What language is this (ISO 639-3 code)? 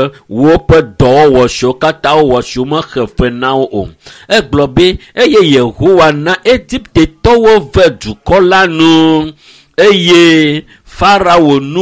ewe